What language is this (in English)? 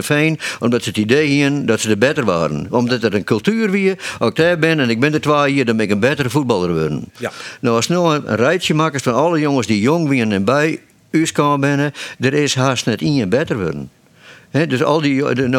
Western Frisian